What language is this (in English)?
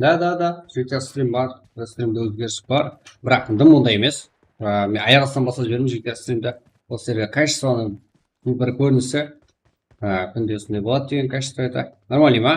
Kara-Kalpak